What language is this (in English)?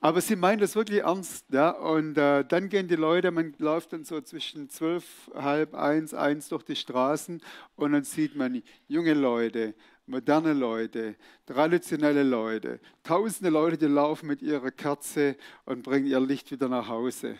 Swiss German